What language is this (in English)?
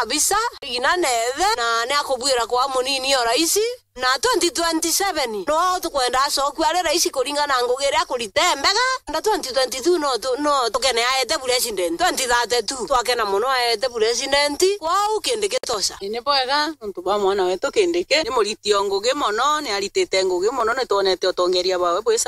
Meru